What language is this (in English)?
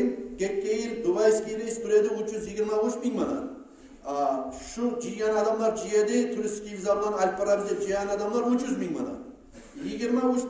Kumyk